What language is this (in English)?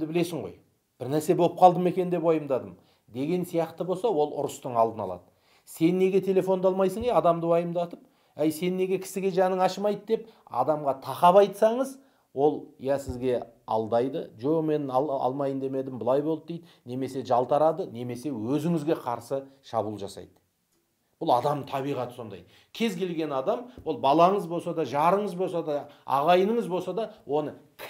Kazakh